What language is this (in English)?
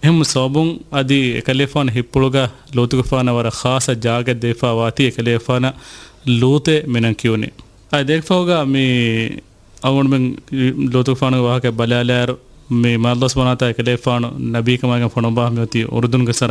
Divehi